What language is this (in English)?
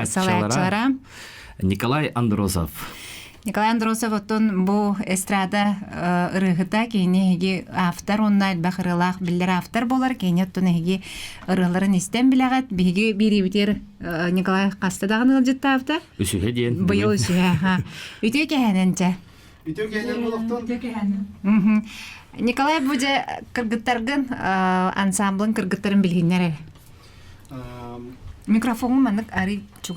Yakut